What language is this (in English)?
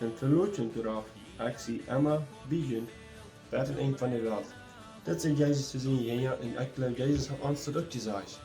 Plautdietsch